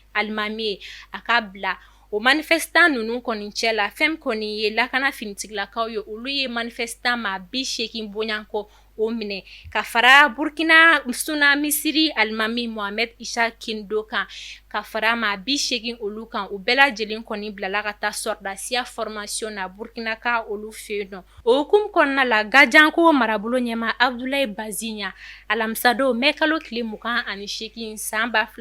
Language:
Bambara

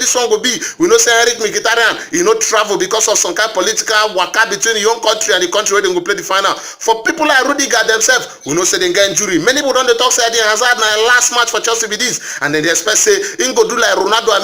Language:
Nigerian Pidgin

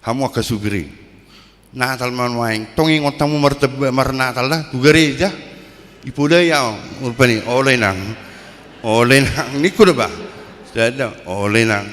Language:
Batak Toba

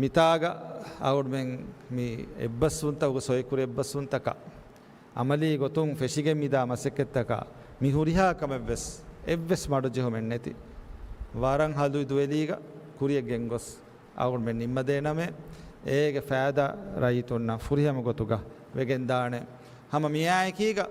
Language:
Divehi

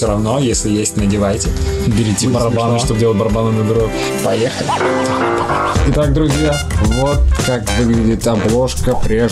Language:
Russian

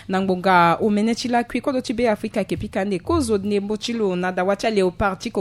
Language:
Sango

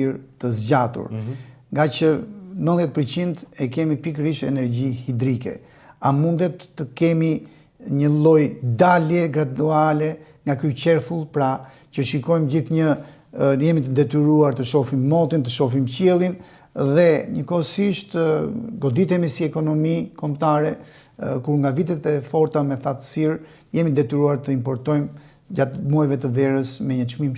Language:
Albanian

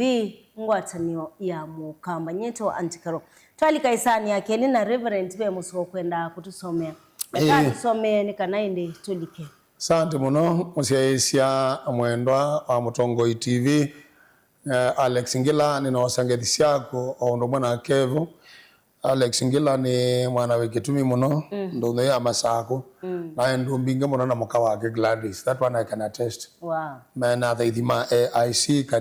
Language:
Kamba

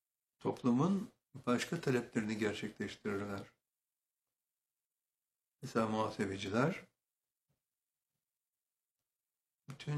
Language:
Turkish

